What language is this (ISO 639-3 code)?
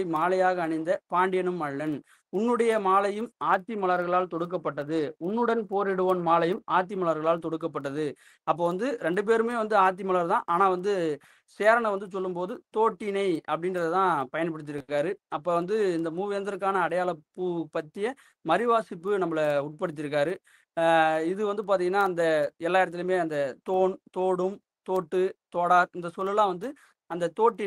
tam